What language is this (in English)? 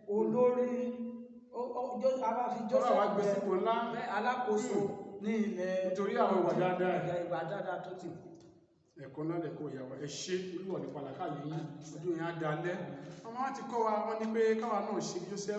Yoruba